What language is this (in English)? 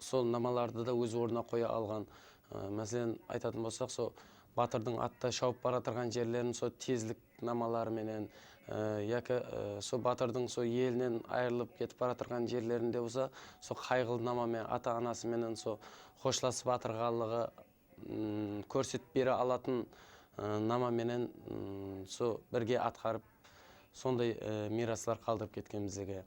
Kara-Kalpak